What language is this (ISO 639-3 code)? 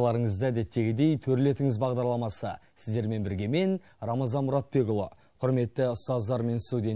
kaz